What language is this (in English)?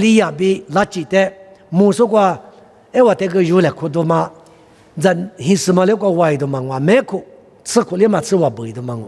Lisu